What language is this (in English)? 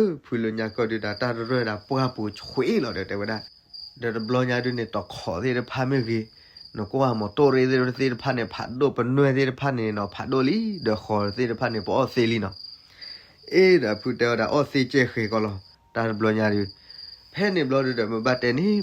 S'gaw Karen